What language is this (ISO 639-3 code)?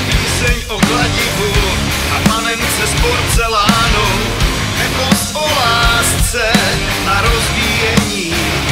ces